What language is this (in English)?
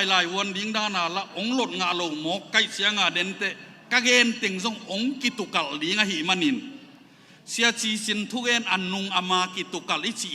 Tedim Chin